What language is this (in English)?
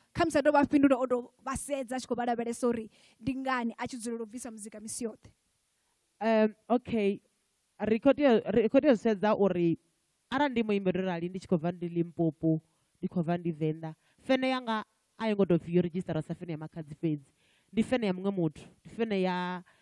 Venda